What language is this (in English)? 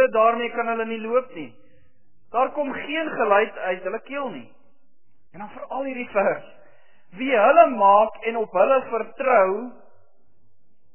Afrikaans